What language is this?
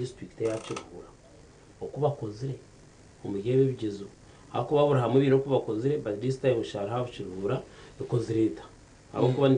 Nyankole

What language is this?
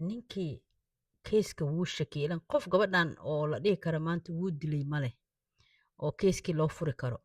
Somali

